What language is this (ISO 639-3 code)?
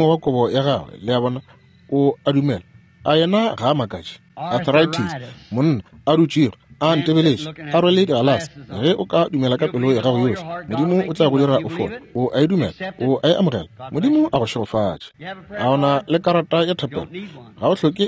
nso